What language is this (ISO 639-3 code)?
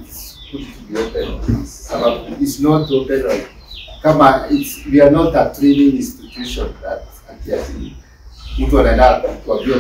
swa